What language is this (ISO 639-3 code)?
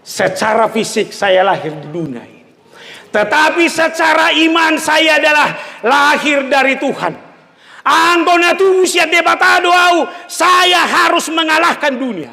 bbc